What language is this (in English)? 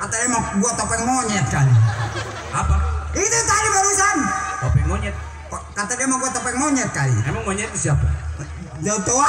Betawi